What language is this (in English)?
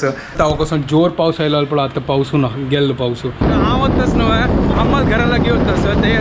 Konkani